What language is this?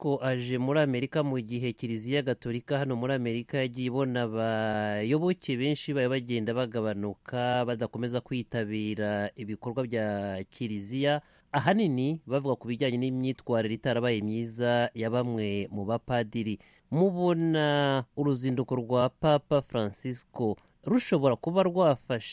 Kinyarwanda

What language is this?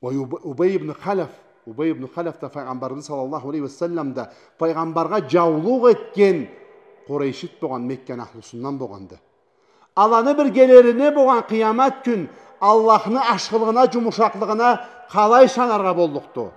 Karachay-Balkar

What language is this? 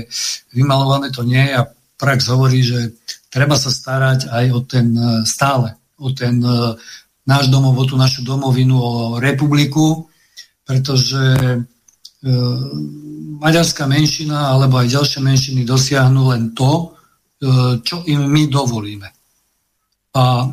Slovak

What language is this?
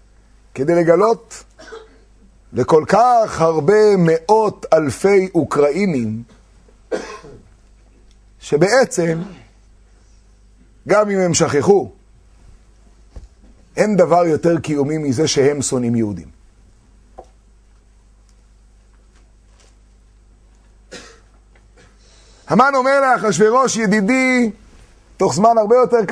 Hebrew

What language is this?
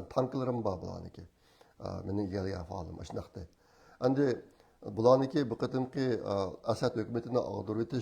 Uyghur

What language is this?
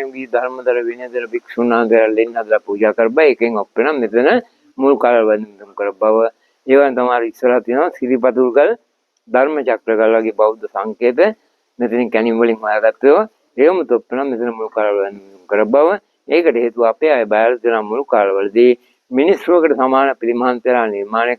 Sinhala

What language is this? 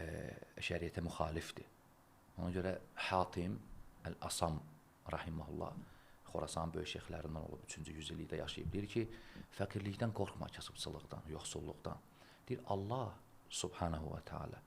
Azerbaijani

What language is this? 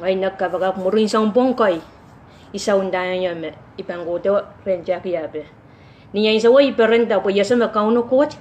Pohnpeian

